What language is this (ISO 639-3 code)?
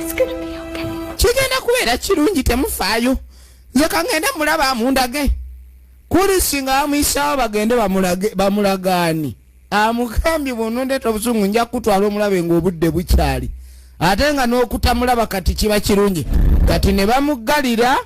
lug